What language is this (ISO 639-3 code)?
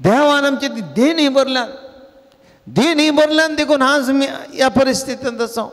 kok